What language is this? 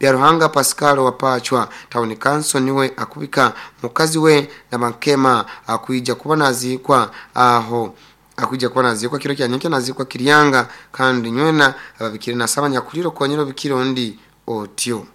Nyoro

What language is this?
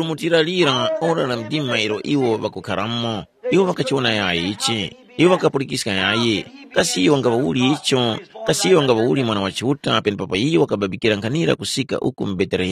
Tumbuka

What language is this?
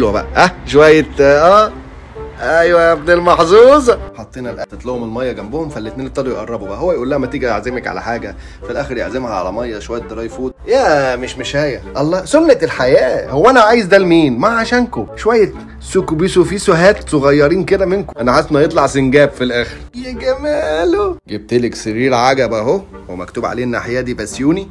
Egyptian Arabic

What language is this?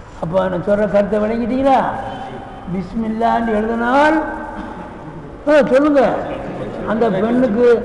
Tamil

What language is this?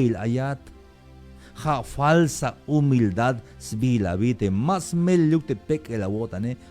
Tzeltal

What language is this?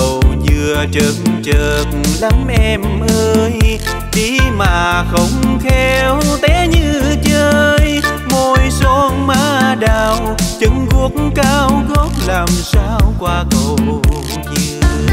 Vietnamese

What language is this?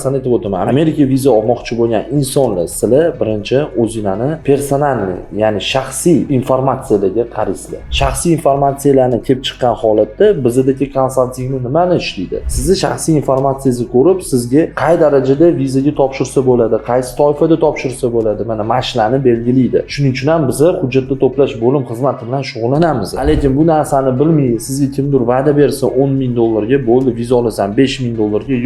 Uzbek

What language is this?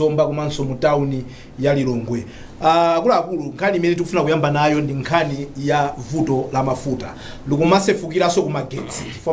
Nyanja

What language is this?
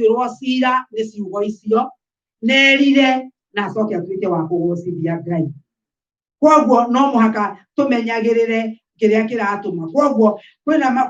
Kikuyu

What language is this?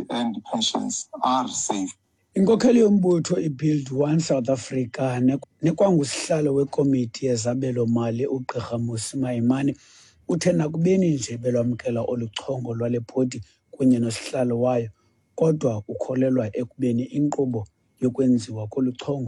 Xhosa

